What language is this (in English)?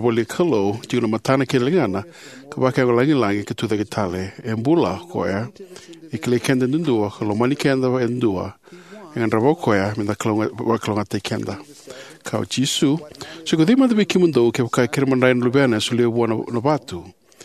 Fijian